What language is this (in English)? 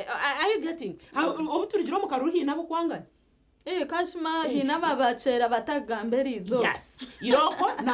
Nyankole